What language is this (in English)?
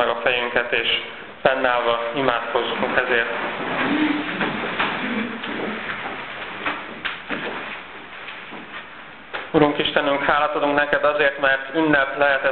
Hungarian